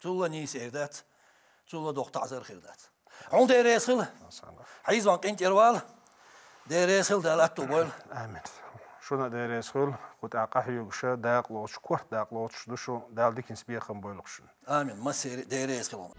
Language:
Chechen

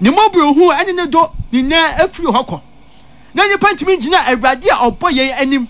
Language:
Akan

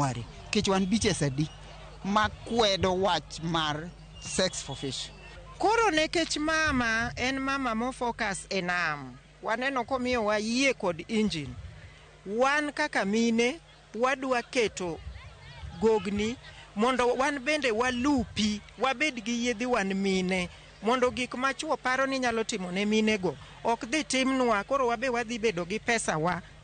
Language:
Luo (Kenya and Tanzania)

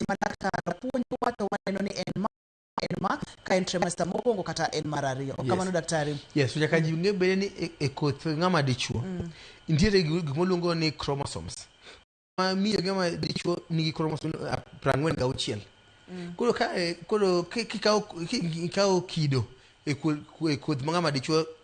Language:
Luo (Kenya and Tanzania)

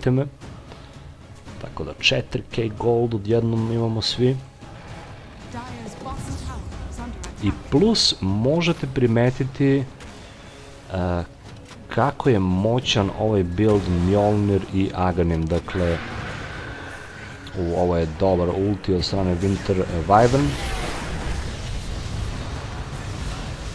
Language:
Serbian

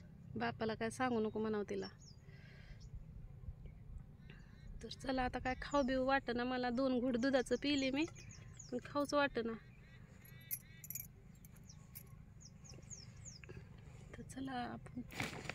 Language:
Marathi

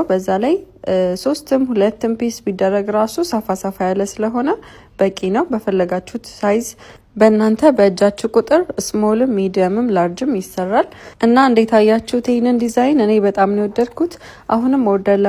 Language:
Amharic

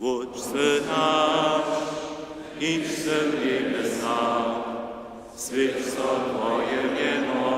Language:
Upper Sorbian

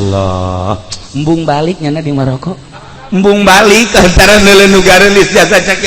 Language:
Sundanese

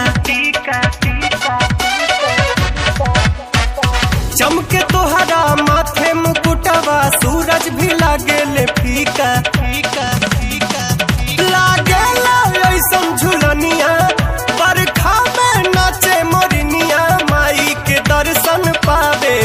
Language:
Bhojpuri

